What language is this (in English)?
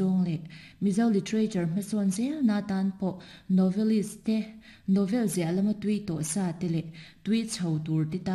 Mizo